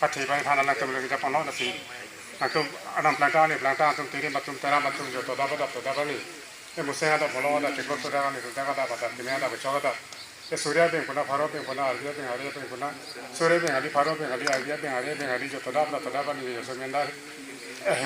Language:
Karbi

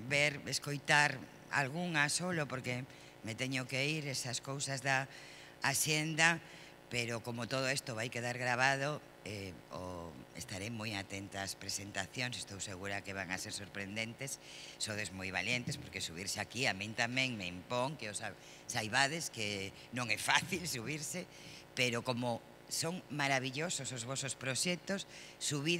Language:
Galician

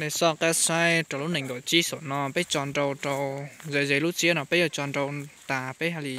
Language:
Hmong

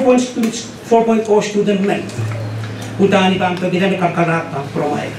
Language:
Pohnpeian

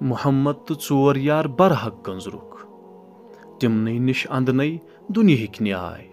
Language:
Kashmiri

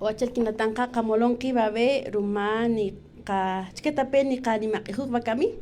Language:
Kaqchikel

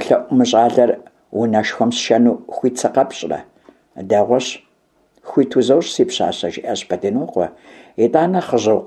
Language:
Kabardian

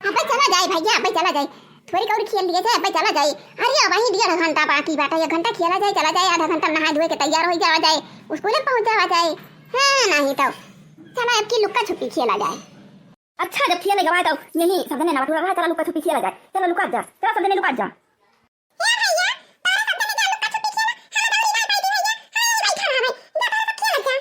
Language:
Awadhi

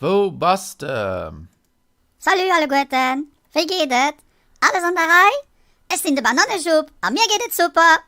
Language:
Luxembourgish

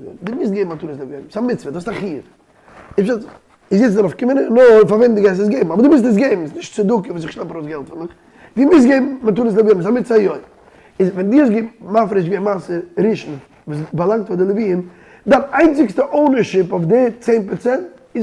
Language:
Yiddish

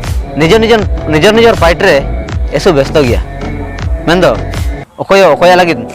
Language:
Ho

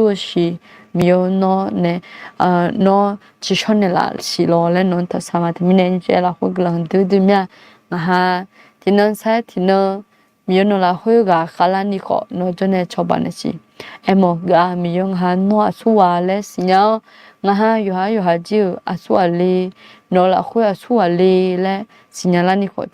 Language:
Akha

